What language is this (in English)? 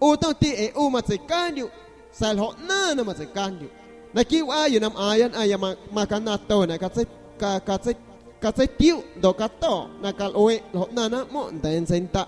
San Pedro Amuzgos Amuzgo